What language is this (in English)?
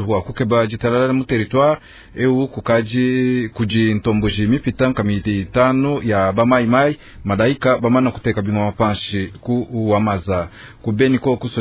Luba-Lulua